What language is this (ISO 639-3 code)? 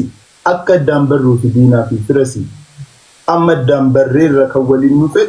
orm